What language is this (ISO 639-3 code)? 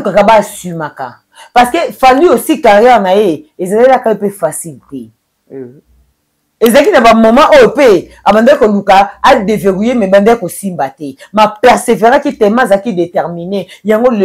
lin